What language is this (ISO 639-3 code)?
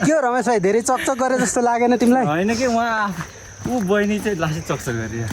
nep